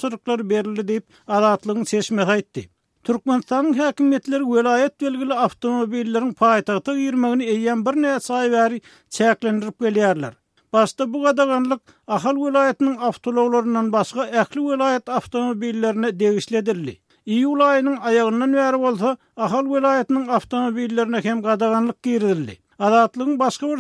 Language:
Turkmen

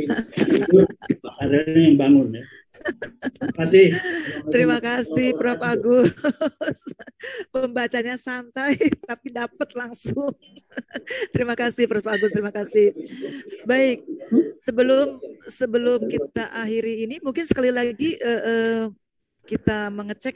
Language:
Indonesian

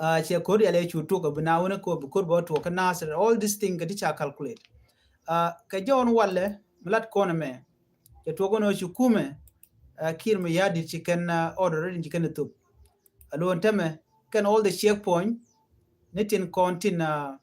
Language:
Nuer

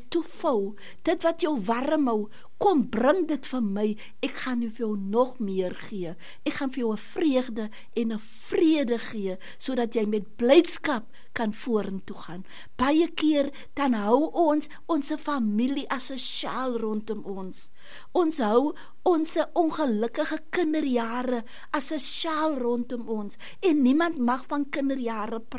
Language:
Afrikaans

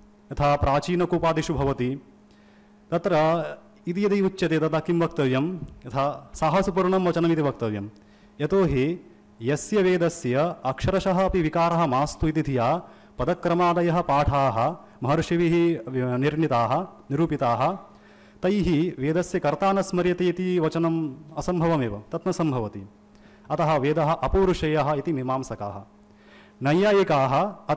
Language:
Sanskrit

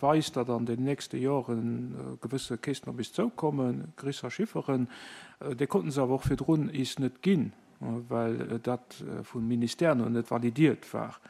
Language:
Luxembourgish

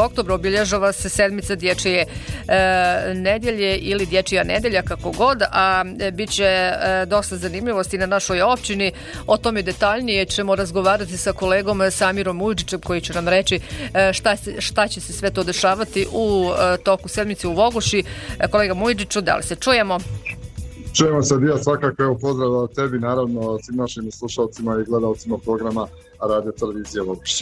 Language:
Bosnian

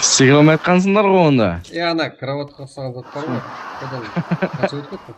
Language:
Kara-Kalpak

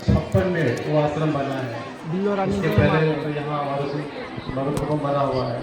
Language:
Manipuri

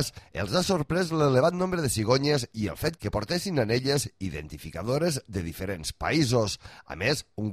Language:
Catalan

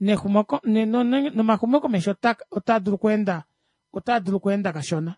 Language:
Kuanyama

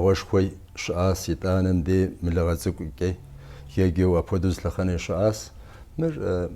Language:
Kabardian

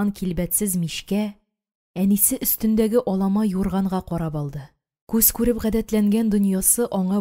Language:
Tatar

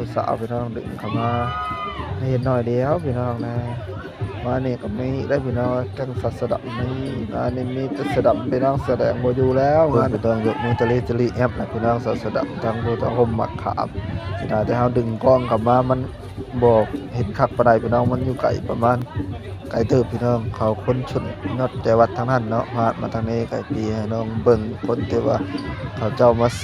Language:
Northeastern Thai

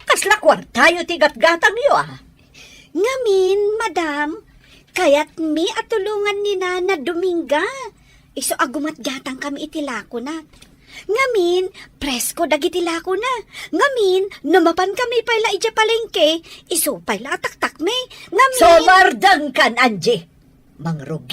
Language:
Iloko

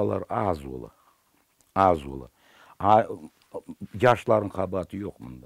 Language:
Crimean Tatar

